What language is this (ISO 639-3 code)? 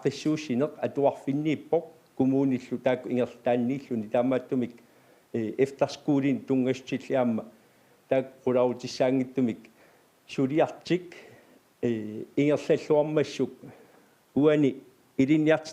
kal